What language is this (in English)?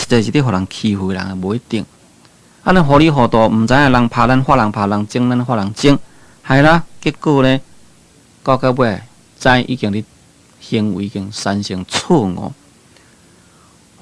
Min Nan Chinese